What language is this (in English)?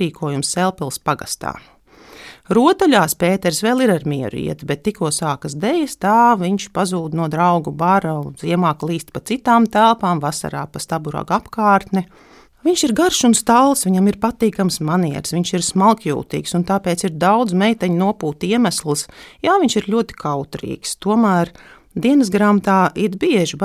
Latvian